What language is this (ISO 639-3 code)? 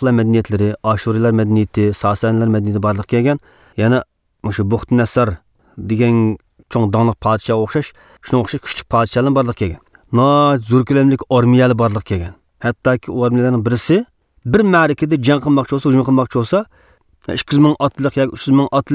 uig